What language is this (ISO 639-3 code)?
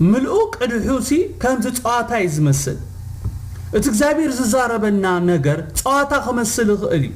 tir